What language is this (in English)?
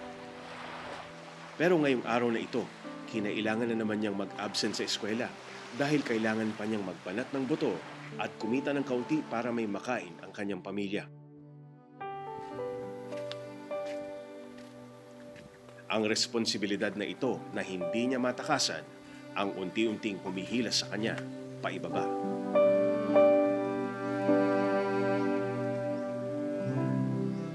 Filipino